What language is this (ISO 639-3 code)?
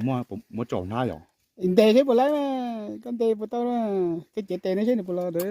hmn